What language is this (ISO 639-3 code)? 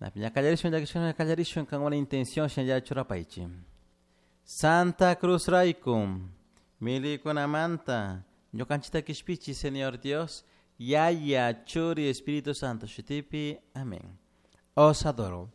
qug